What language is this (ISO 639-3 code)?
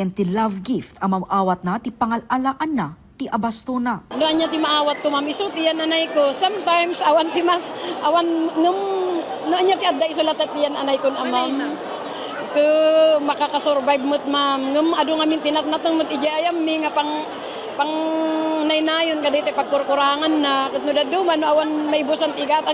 ilo